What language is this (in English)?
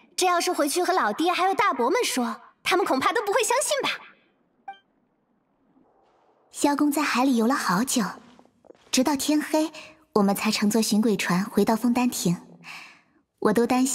Chinese